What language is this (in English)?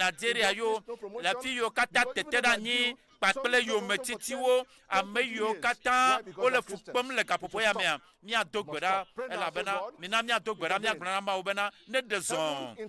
Ewe